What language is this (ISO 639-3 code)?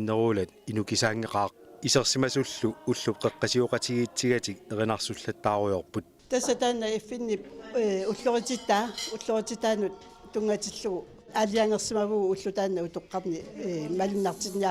kal